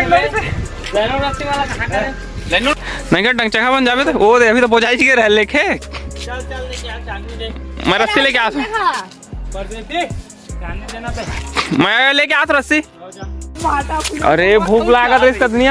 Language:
Chhattisgarhi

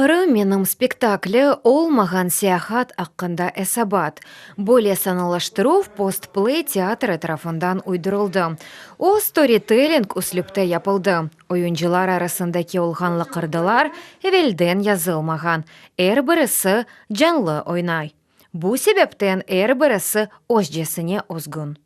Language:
Crimean Tatar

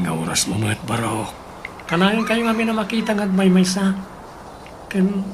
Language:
Iloko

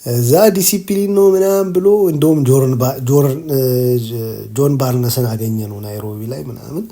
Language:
Amharic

